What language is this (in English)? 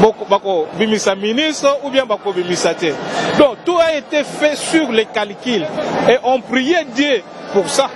Lingala